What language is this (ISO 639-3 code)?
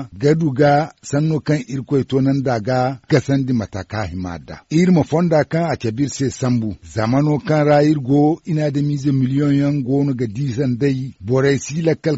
dje